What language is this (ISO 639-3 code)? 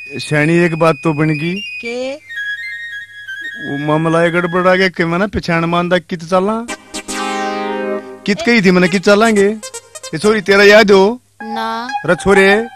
bgc